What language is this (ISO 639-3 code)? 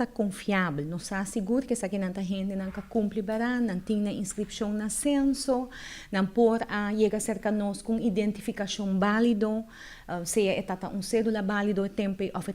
pap